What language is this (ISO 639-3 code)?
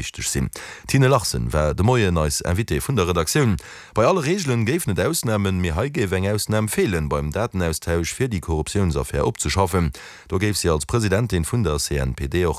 ltz